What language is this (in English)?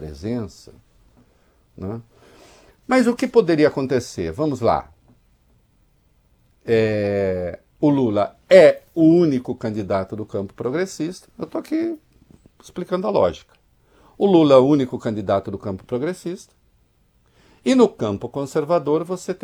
Portuguese